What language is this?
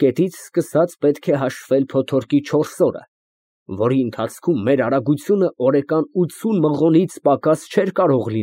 Armenian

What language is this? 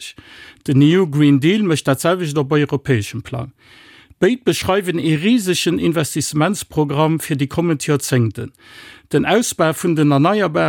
Luxembourgish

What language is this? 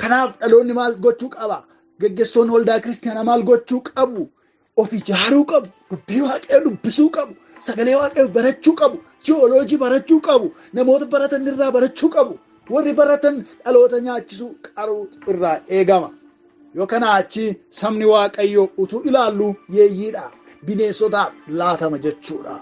Oromo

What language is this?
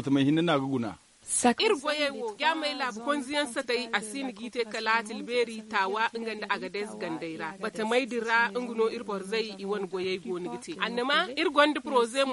Zarma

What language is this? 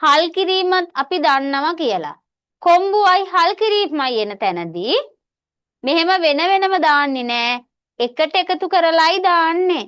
Sinhala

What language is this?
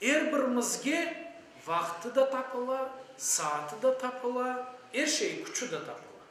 Crimean Tatar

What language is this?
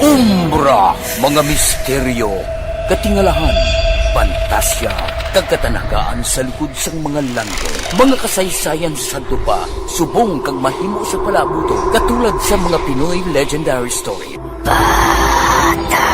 Hiligaynon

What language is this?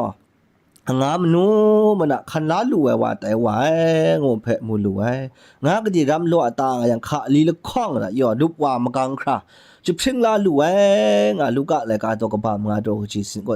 Kachin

